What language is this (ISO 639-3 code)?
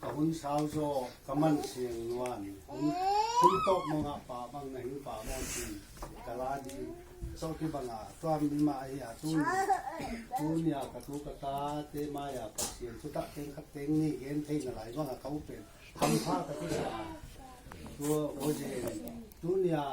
ctd